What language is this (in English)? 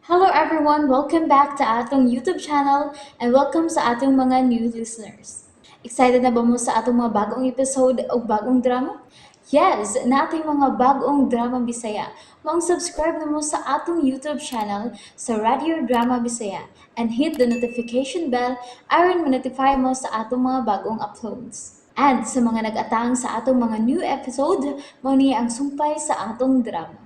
Cebuano